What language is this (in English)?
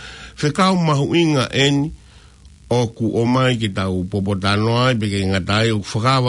Tongan